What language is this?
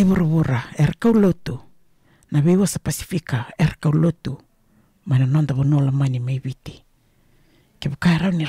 Fijian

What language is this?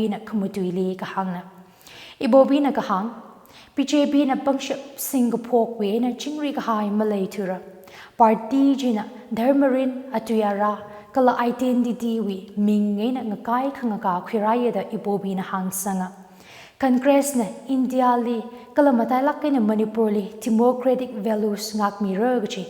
Tangkhul Naga (India)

